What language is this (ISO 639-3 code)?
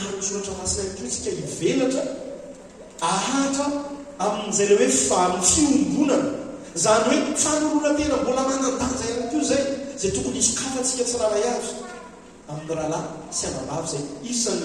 mlg